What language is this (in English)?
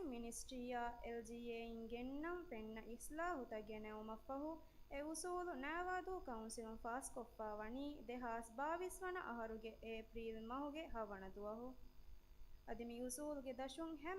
Divehi